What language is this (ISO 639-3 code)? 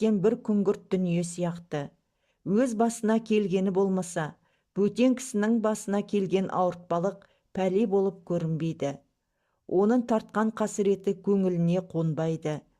kaz